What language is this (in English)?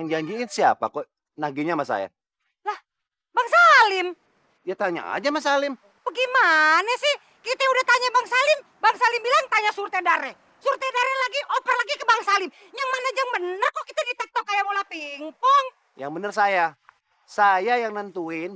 Betawi